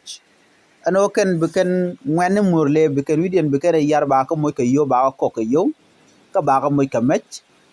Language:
Nuer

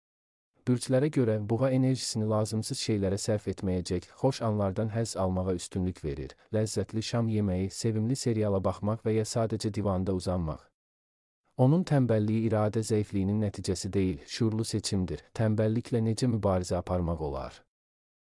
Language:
Azerbaijani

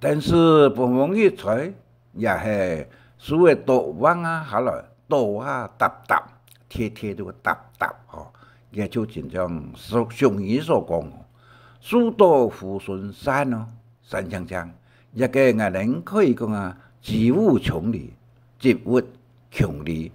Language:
Hakka Chinese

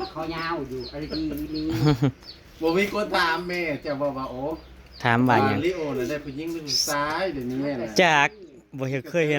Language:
Northeastern Thai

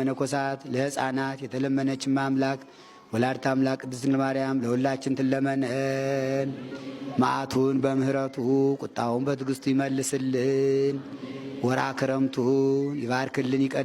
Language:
Amharic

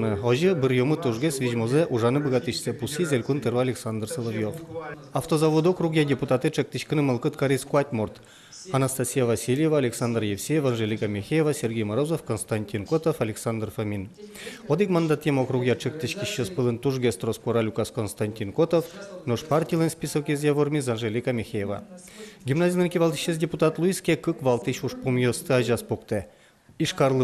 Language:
Udmurt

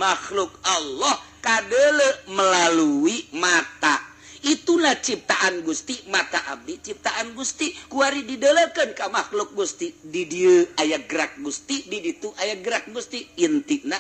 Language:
Sundanese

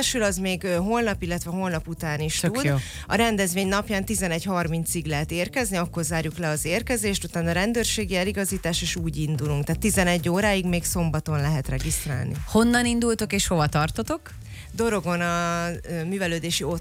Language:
Hungarian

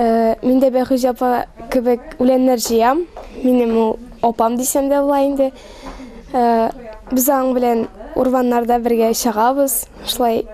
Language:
Tatar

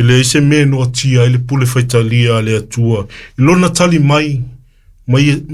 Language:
Samoan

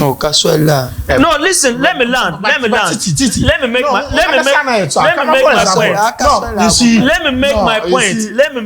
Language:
Dagbani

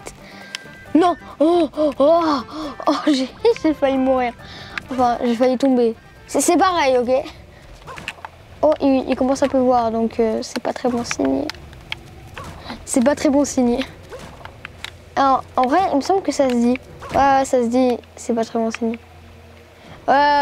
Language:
French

